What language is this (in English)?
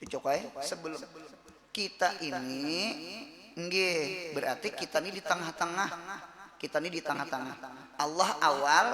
Banjar